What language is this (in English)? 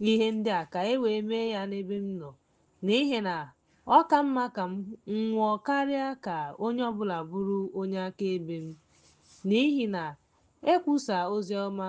Igbo